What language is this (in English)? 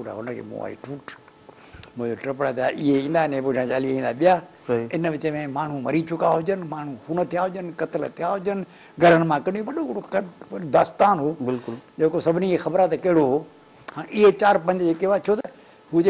Sindhi